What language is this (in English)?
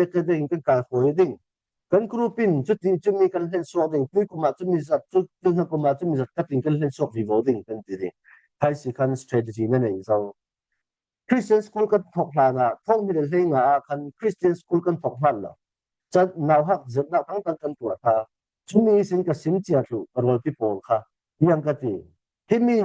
Falam Chin